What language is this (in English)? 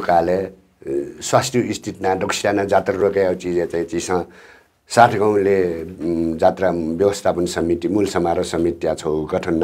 Newari